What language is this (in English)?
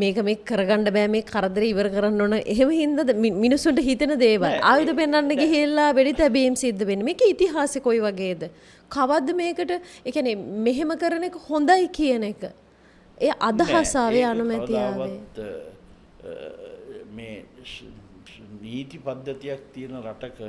Sinhala